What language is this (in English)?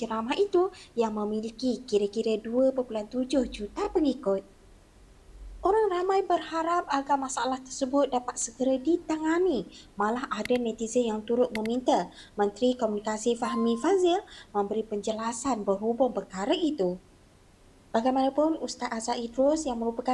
Malay